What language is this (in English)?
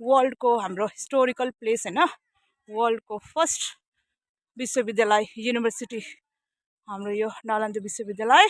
Nepali